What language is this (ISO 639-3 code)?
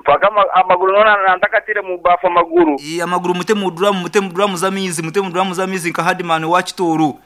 nyn